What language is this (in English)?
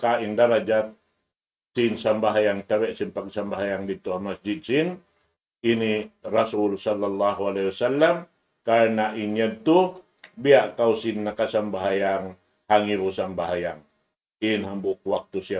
Tausug